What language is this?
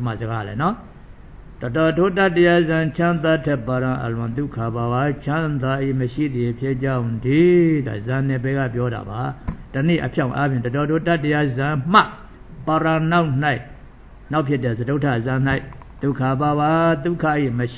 Burmese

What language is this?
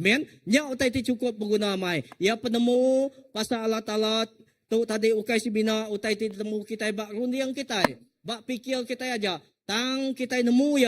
Iban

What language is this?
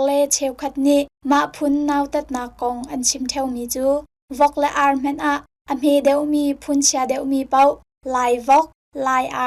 Hakha Chin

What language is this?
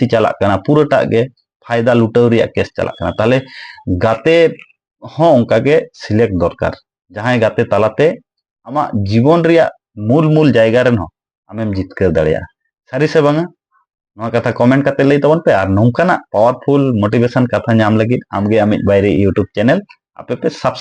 Santali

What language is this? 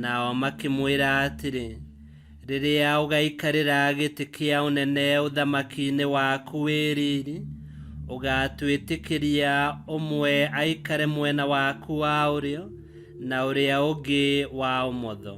Kikuyu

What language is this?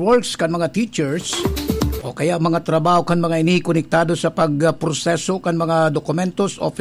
Bikol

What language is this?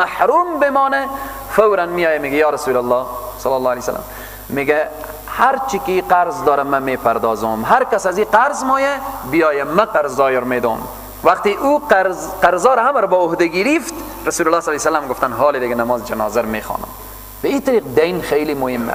Persian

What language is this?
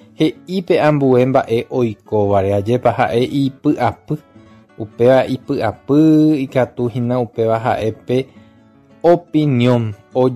Guarani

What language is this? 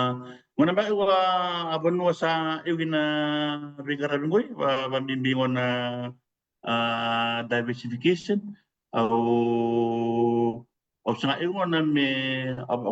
Fijian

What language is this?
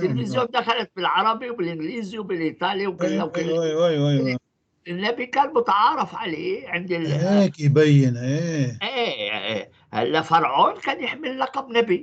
North Levantine Arabic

